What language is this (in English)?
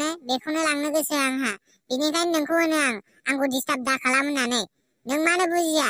Bodo